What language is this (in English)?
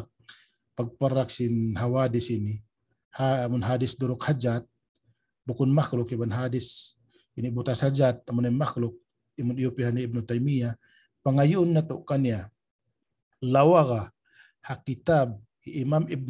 Tausug